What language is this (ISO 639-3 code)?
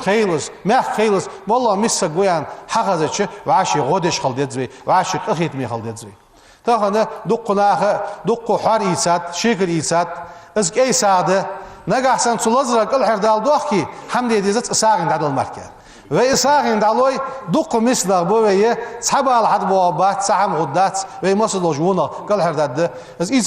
inh